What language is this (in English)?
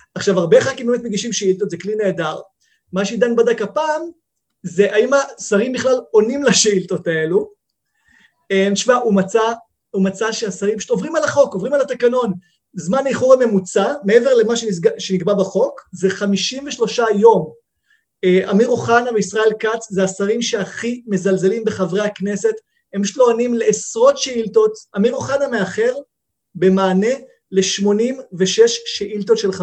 Hebrew